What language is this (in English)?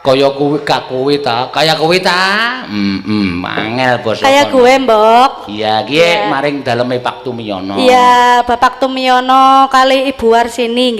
Javanese